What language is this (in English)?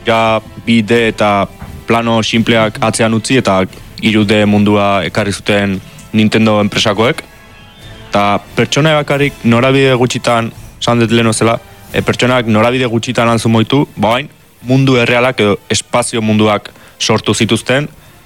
Basque